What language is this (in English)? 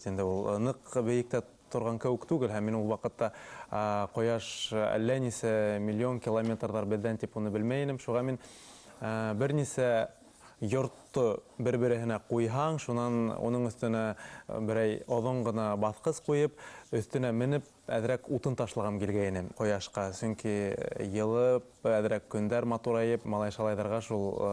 Bashkir